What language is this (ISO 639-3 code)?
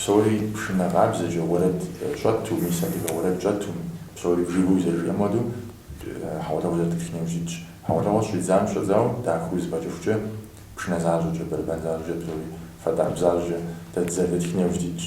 kbd